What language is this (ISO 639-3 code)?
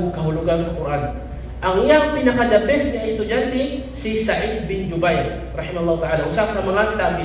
ceb